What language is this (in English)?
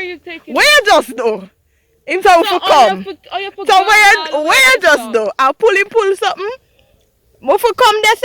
Jamaican Creole English